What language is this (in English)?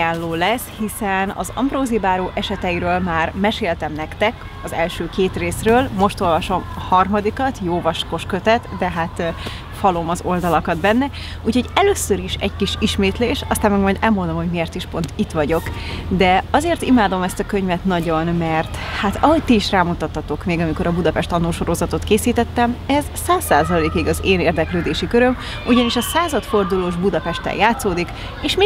Hungarian